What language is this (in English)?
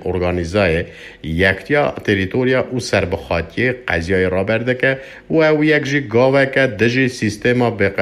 Kurdish